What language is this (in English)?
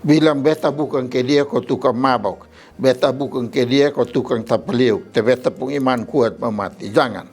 Kupang Malay